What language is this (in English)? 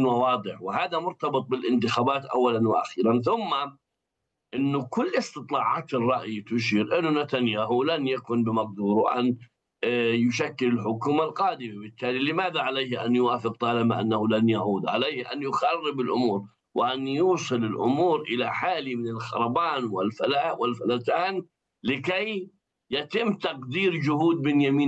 Arabic